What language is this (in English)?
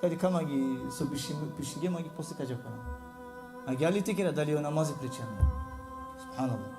Balkan Romani